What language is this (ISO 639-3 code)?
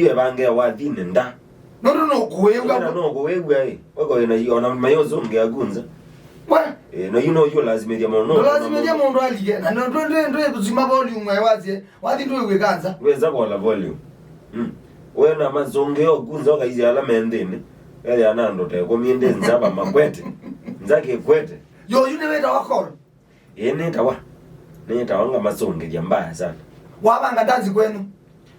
kam